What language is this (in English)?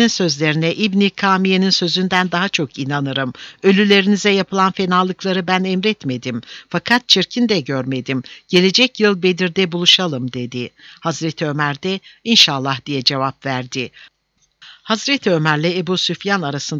Turkish